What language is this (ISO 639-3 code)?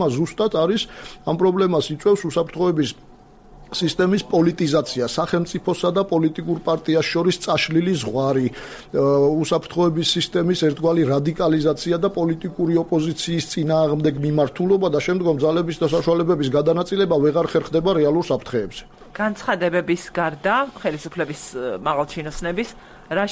kat